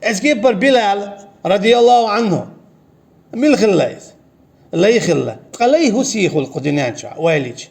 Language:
Chechen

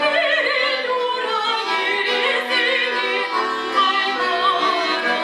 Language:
Chuvash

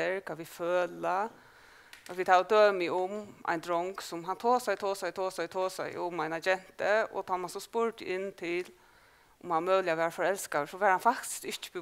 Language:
Faroese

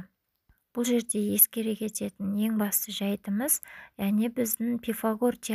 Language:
Kazakh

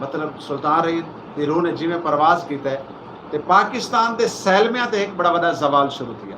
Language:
Saraiki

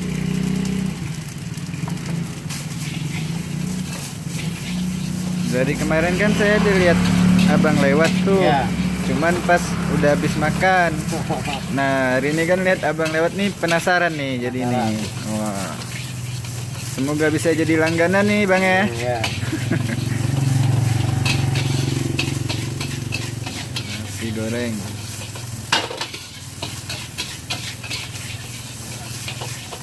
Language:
Indonesian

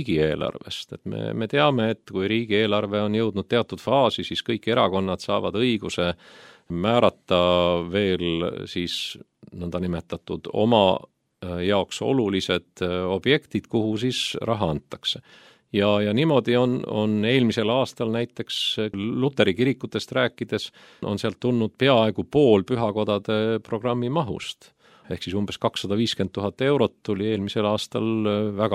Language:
Estonian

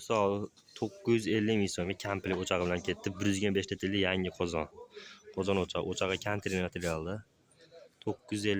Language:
Uzbek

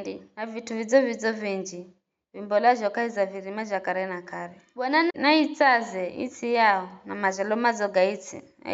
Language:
Giryama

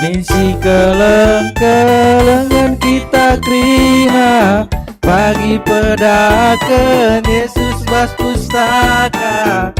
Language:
Batak Karo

